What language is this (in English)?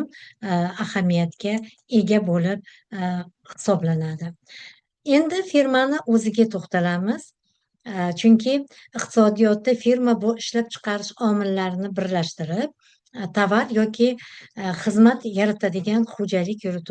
Uzbek